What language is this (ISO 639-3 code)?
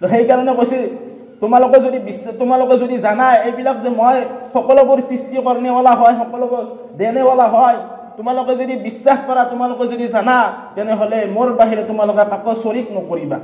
asm